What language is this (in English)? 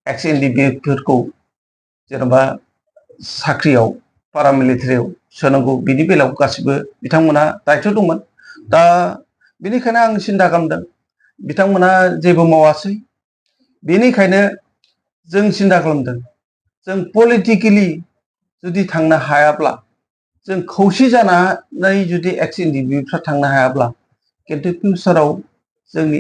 Bodo